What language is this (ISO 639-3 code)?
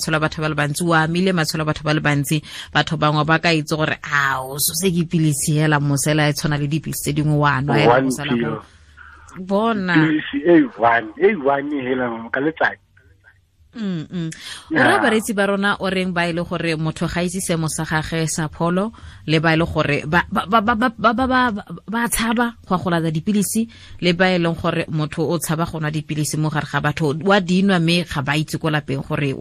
tsn